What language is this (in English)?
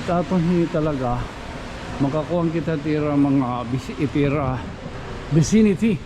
Waray